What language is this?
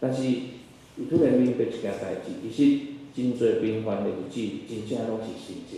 Min Nan Chinese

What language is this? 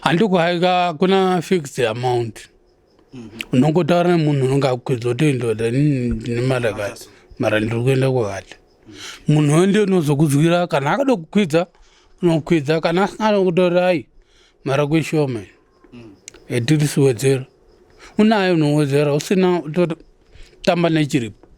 Shona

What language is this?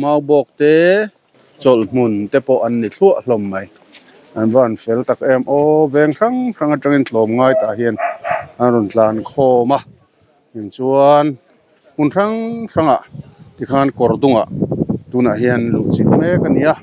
Mizo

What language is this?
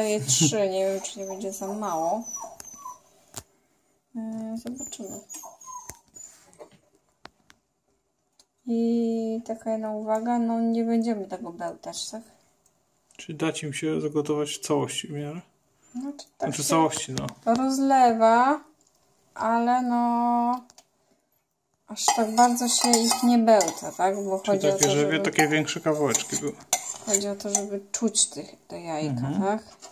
Polish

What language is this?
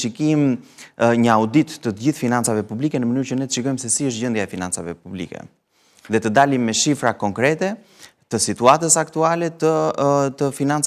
Albanian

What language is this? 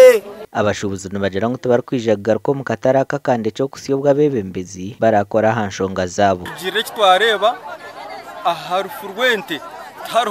Nyankole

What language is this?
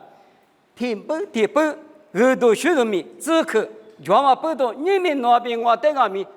Lisu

